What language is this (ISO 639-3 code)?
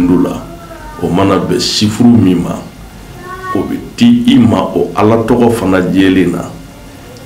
bam